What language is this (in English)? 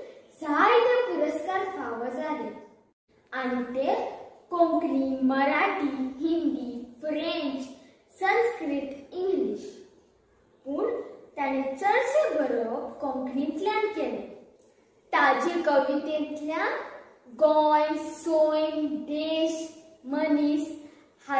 Konkani